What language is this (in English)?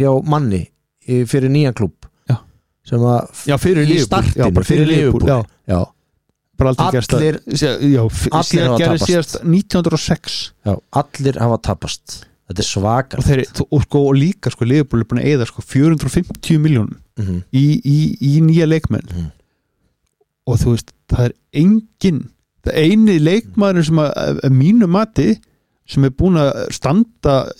Icelandic